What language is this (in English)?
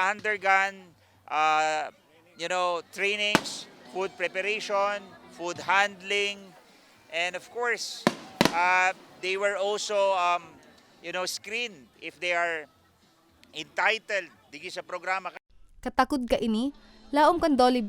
Bikol